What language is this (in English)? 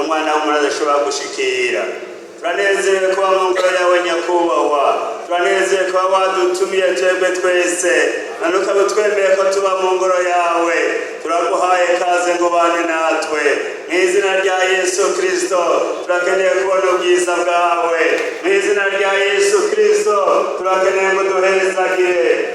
Rundi